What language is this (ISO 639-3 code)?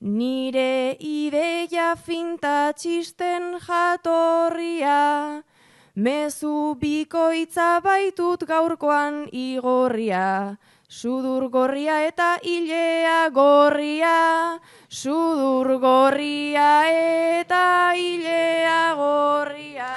eus